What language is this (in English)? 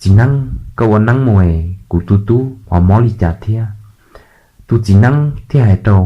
Hmong